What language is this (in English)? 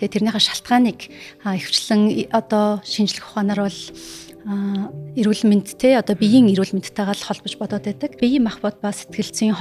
Mongolian